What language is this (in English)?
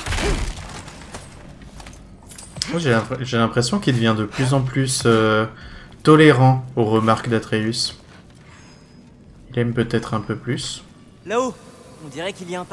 French